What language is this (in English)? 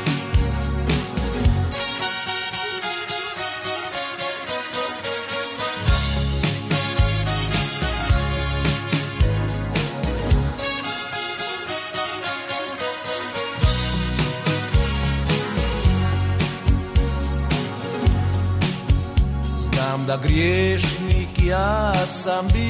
Croatian